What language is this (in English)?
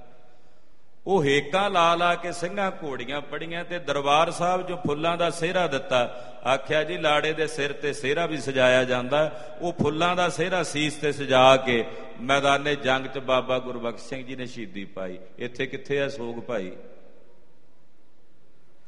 Punjabi